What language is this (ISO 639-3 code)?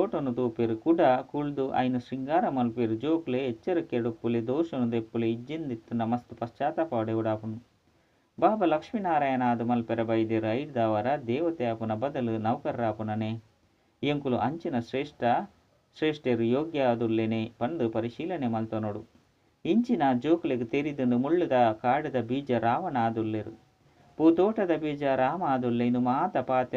tcy